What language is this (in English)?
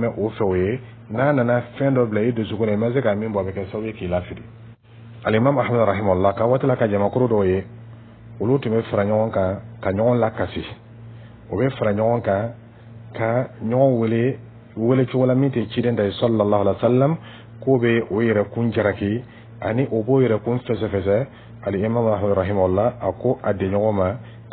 Dyula